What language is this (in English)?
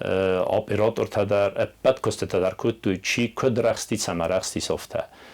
Ossetic